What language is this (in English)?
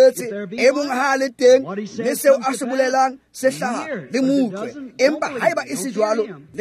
Tswana